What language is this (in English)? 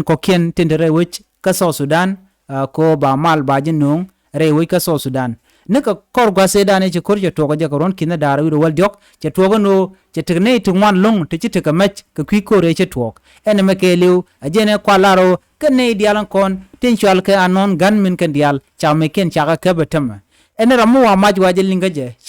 Nuer